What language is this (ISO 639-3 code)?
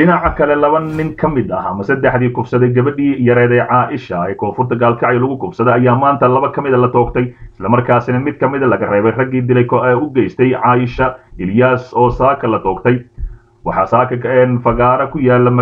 som